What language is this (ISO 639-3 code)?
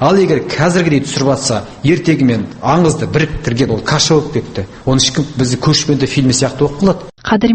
kaz